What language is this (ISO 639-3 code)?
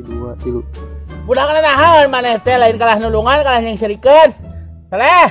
sun